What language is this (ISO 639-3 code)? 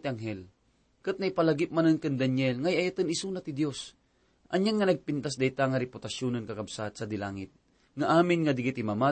ilo